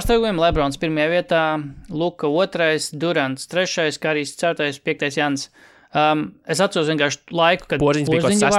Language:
Latvian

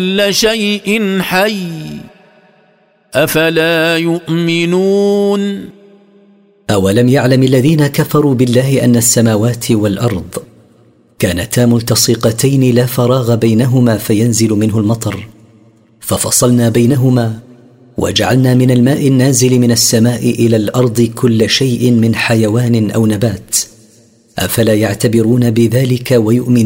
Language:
Arabic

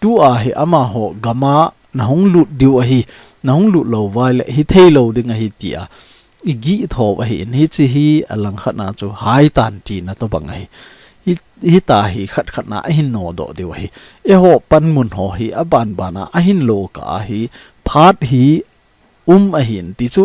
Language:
Thado Chin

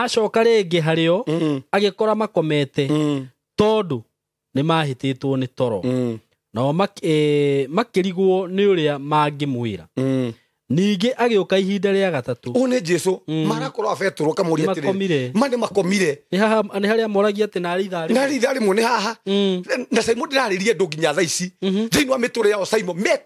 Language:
Kikuyu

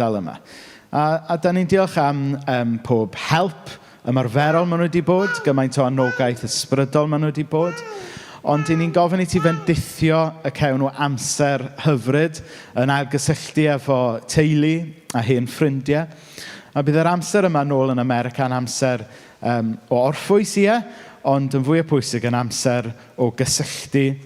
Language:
Welsh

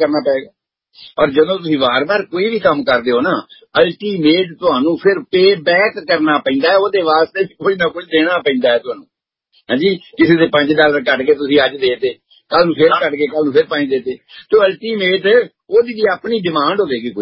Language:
Punjabi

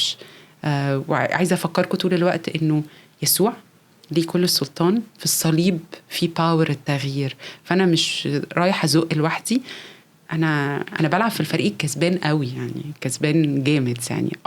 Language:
Egyptian Arabic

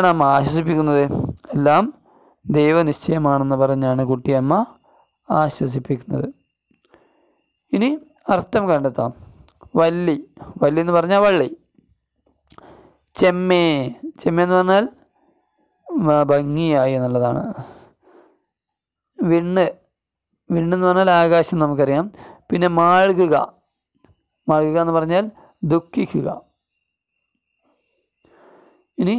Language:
Malayalam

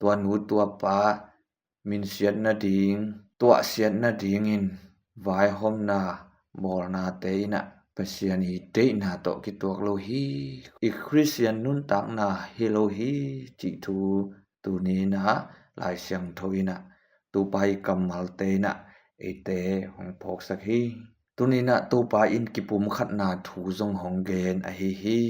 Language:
Tedim Chin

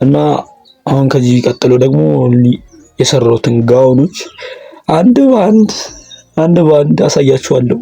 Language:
Amharic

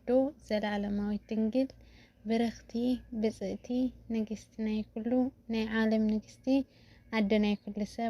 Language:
Tigrinya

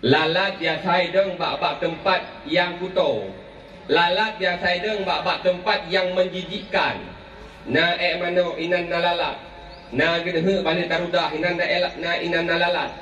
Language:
Achinese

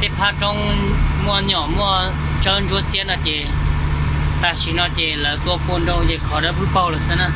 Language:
Hmong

